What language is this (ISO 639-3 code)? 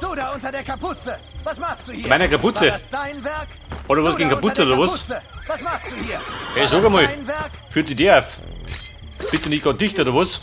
bar